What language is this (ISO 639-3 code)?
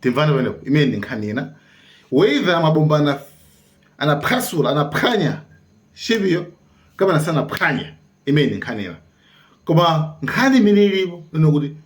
nya